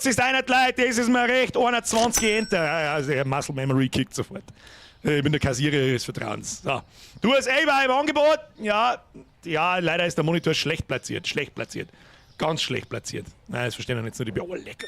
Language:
Bavarian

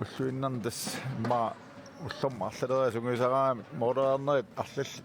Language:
Kalaallisut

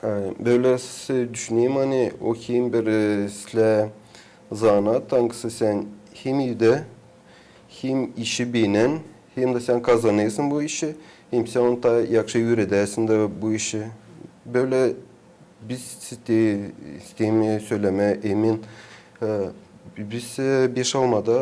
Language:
Gagauz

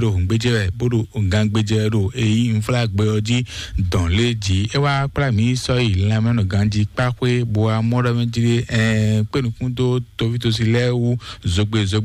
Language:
Fon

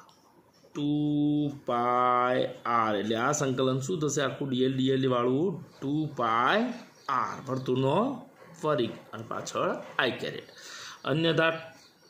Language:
Gujarati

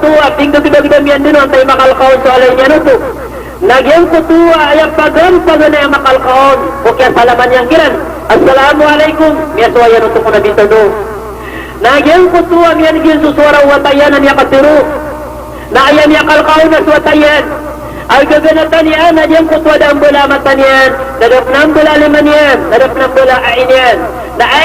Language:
Maranao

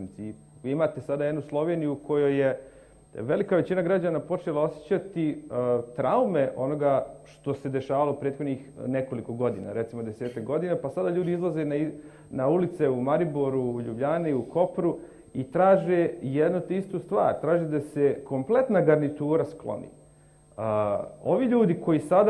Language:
Bosnian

